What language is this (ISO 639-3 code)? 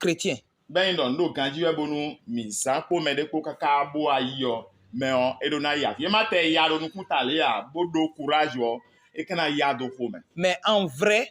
fon